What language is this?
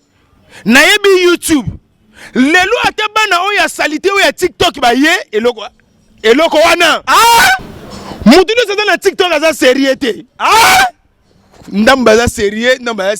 Lingala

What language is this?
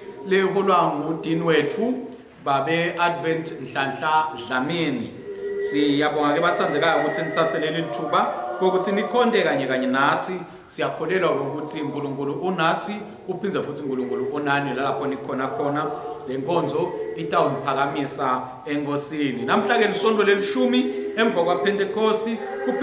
Swati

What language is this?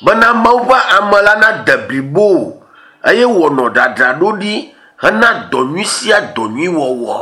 Ewe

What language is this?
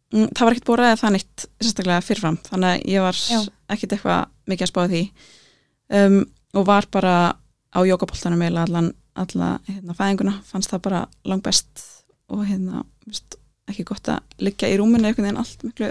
Icelandic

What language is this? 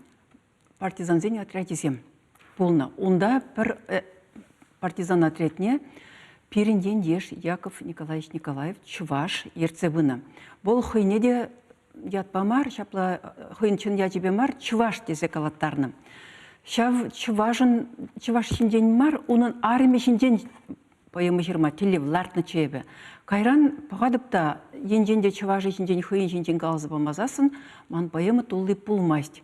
Chuvash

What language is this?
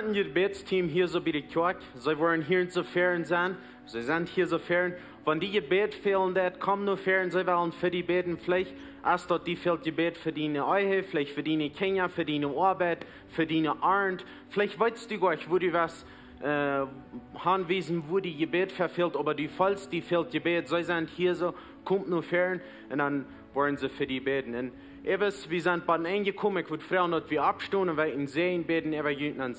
Plautdietsch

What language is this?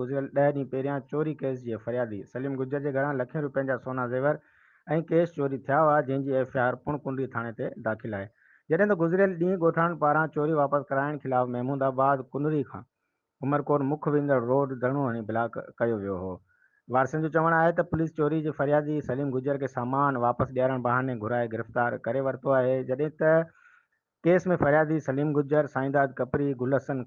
Sindhi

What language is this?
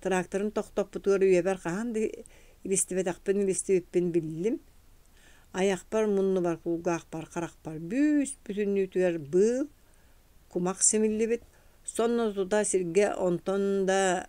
Yakut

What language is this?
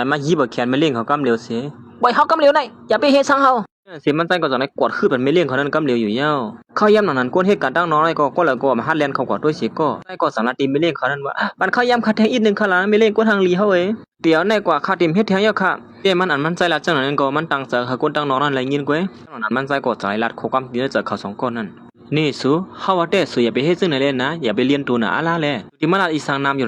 Shan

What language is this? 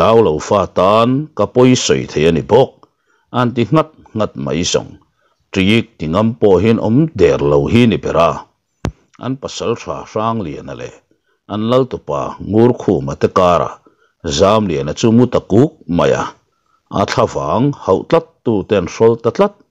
Mizo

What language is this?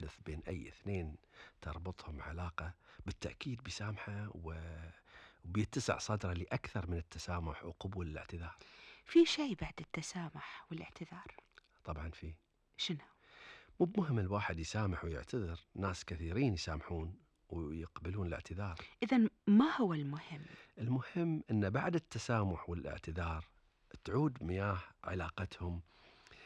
Gulf Arabic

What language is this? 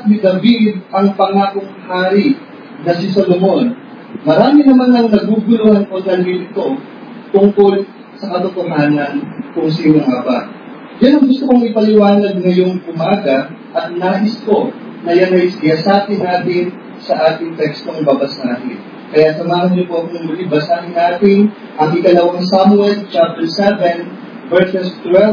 Filipino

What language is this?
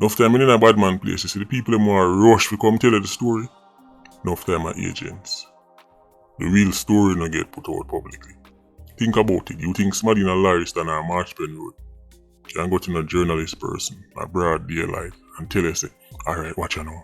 Jamaican Creole English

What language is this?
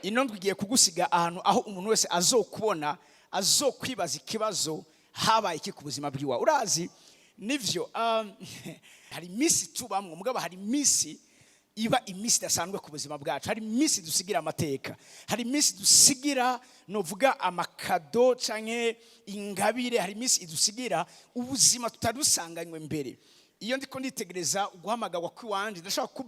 Rundi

